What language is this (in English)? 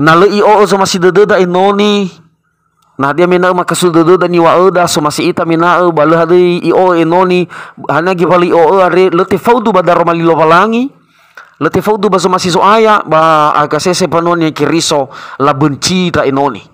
Nias